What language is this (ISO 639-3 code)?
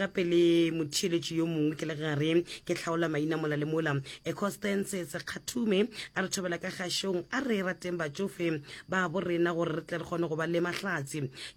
nso